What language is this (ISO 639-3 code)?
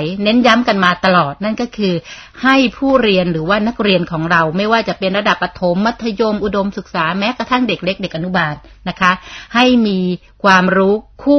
tha